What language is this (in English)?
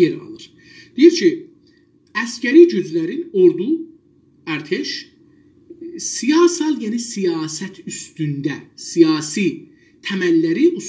South Azerbaijani